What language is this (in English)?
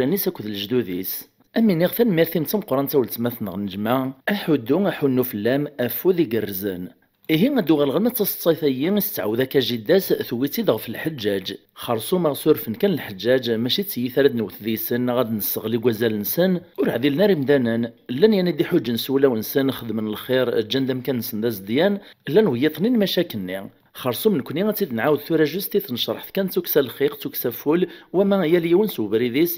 Kabyle